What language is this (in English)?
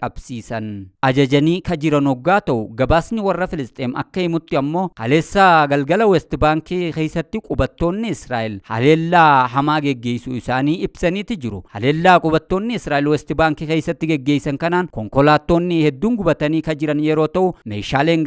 Oromo